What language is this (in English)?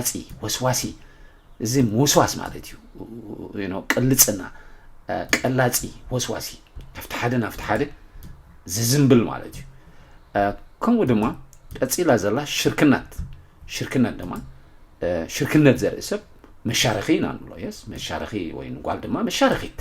Tigrinya